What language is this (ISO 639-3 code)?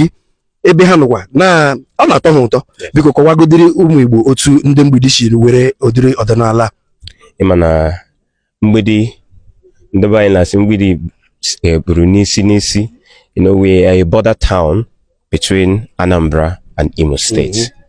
ibo